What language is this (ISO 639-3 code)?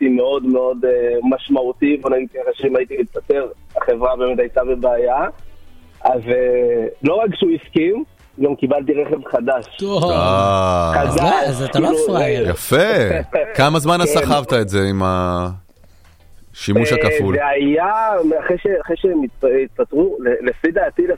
heb